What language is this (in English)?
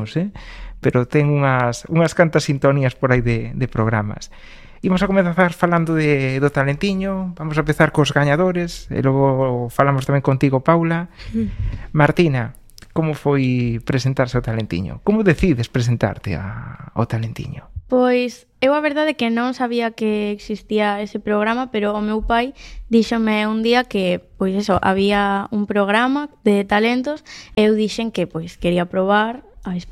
Galician